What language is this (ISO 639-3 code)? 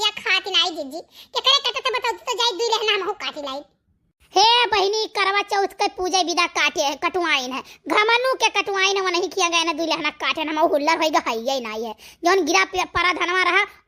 awa